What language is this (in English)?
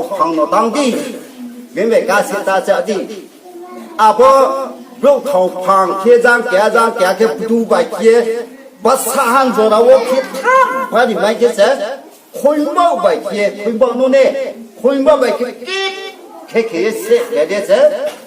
Riang (India)